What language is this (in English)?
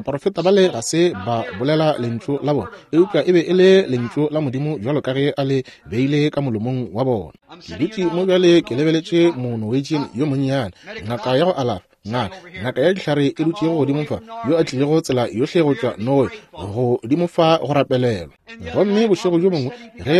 Northern Sotho